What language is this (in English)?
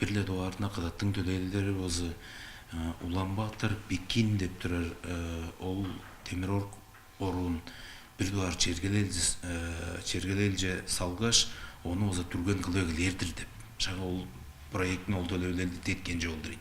Tuvinian